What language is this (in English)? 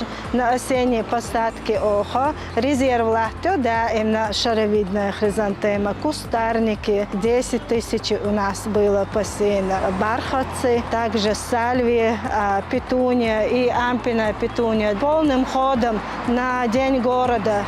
Chechen